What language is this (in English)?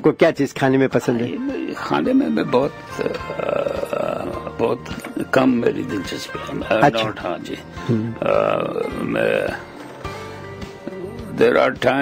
Urdu